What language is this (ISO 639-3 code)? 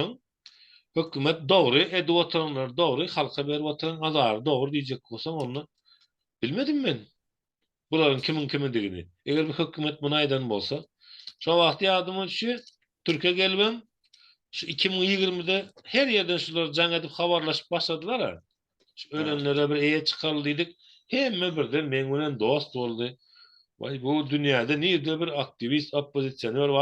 tuk